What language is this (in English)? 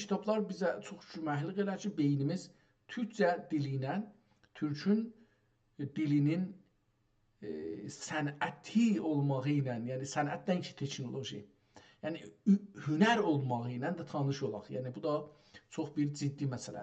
South Azerbaijani